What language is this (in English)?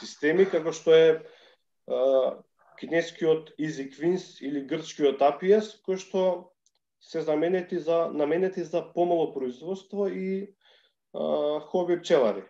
Macedonian